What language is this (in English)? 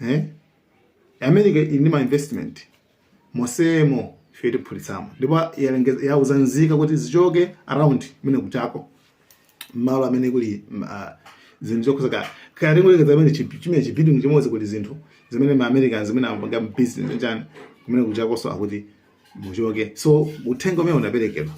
Nyanja